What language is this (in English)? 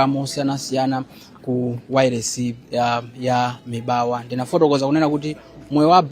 Nyanja